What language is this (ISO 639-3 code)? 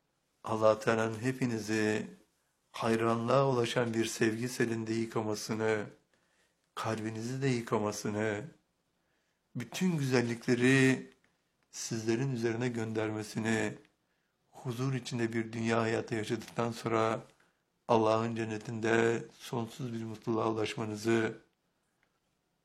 tur